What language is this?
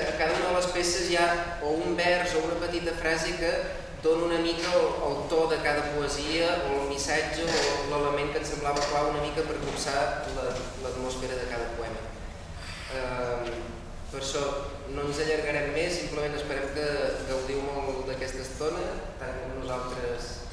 Catalan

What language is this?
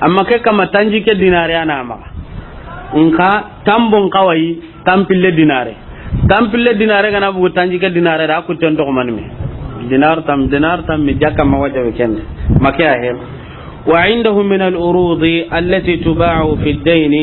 Soninke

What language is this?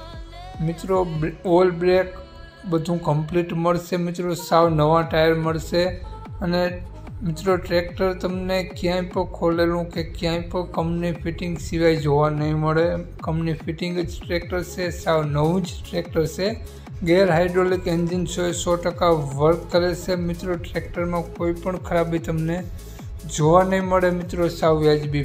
Gujarati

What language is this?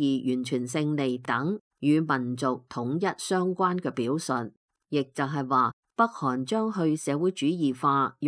Cantonese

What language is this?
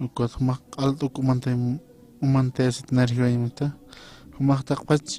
Aymara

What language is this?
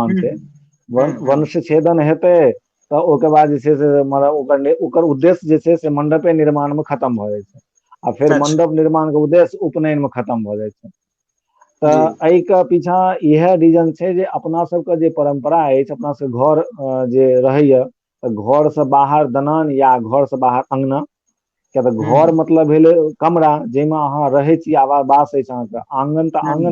Maithili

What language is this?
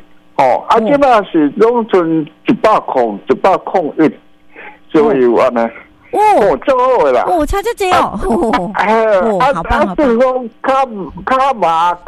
Min Nan Chinese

